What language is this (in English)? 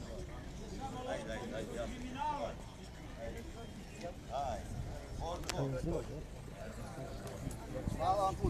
Serbian